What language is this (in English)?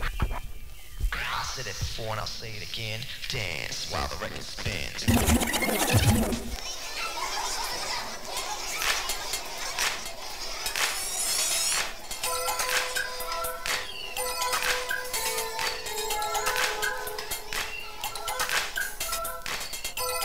English